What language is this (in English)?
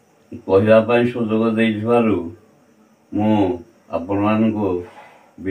Odia